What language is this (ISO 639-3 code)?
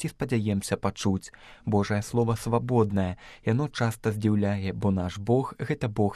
bel